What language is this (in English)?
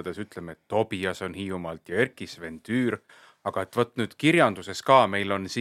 Estonian